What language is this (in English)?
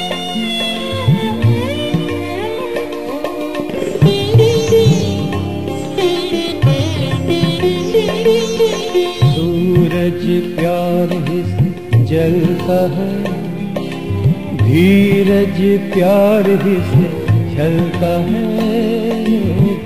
Hindi